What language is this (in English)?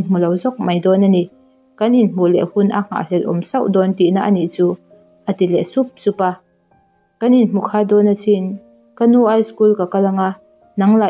Mizo